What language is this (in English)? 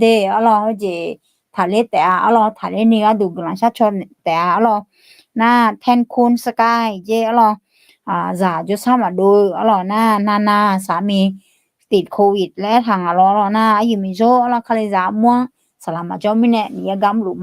Akha